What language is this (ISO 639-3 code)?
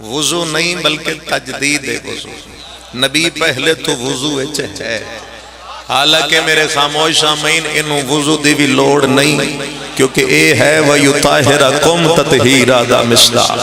phr